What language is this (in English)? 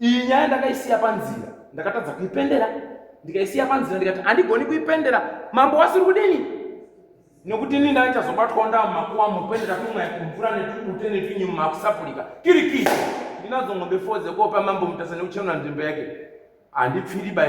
Shona